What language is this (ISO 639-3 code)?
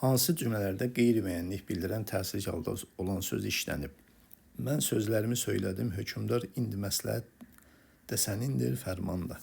aze